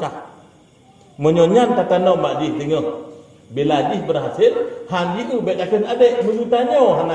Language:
Achinese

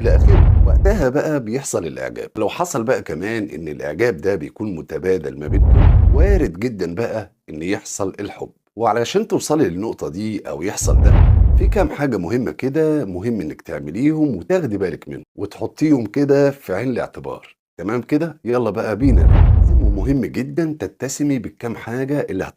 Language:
Egyptian Arabic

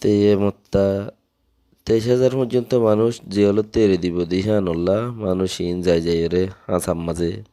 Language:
Rohingya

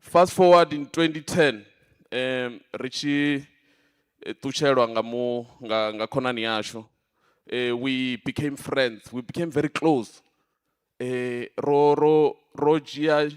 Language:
Venda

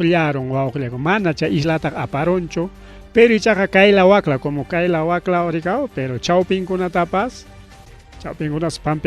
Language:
Ayacucho Quechua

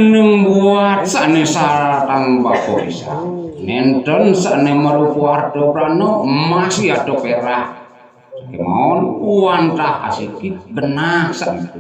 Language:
Balinese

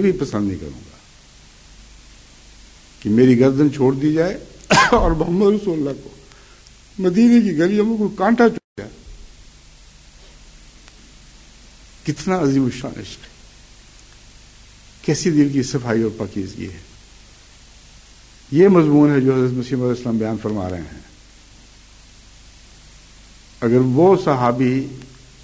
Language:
Urdu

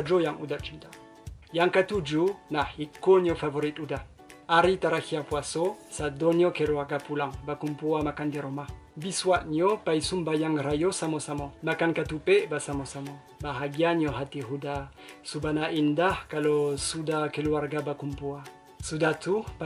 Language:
Minangkabau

